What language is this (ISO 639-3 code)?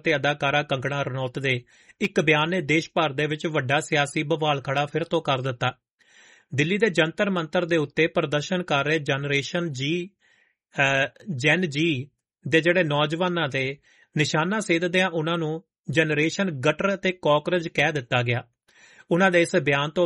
pan